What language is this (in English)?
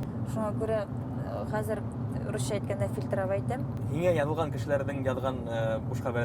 Bashkir